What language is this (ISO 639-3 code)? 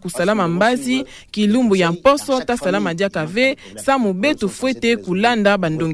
ktu